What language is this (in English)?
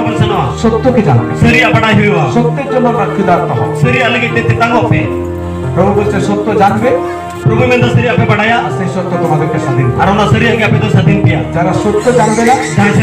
Santali